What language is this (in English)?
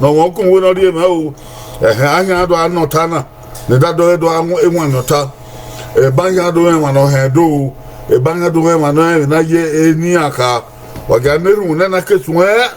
Bini